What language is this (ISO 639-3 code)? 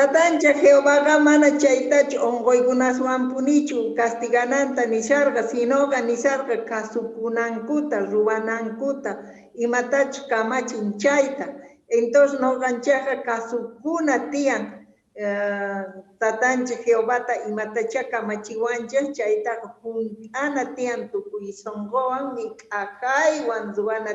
que